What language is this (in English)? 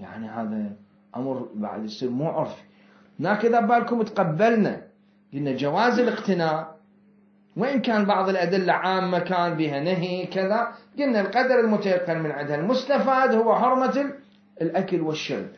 Mesopotamian Arabic